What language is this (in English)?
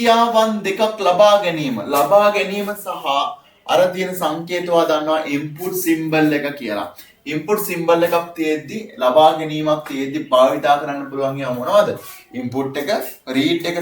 Sinhala